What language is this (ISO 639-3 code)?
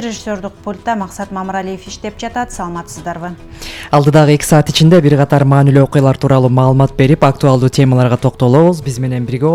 kir